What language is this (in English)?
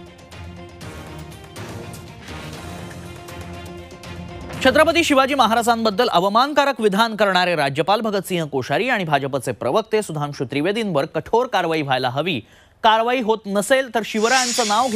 Marathi